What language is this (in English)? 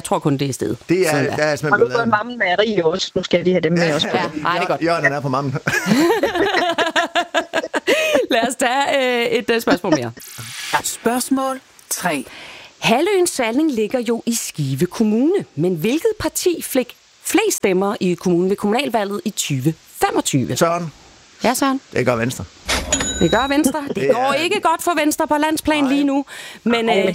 Danish